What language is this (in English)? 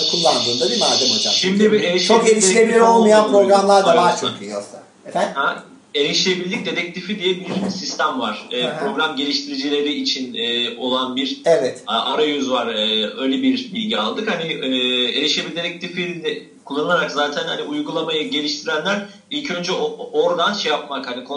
Turkish